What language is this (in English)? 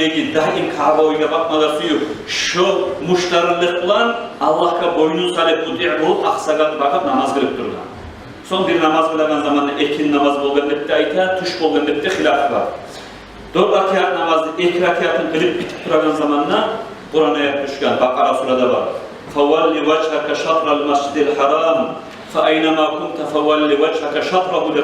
Kumyk